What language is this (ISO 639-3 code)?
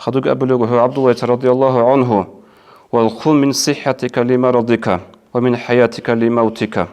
ava